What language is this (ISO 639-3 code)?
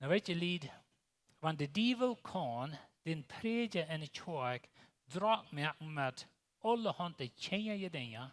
pdt